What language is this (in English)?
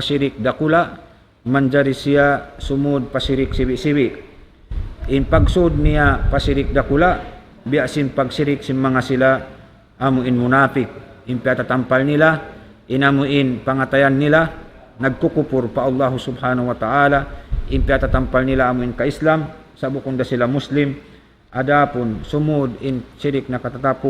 Tausug